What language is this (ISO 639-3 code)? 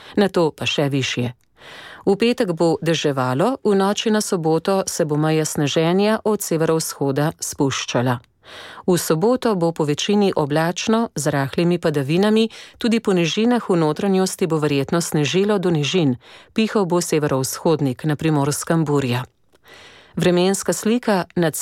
slv